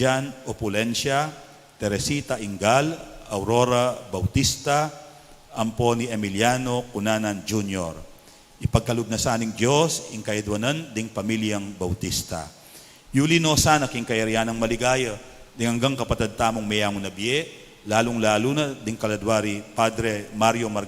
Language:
Pampanga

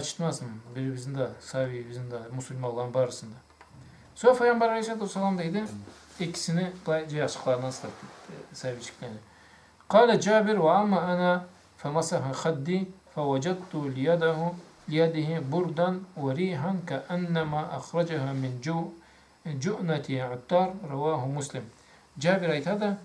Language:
Karachay-Balkar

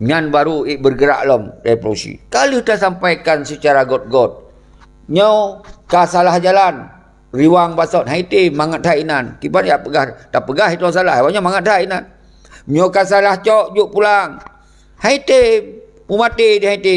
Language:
Achinese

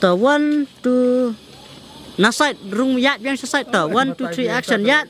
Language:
Khasi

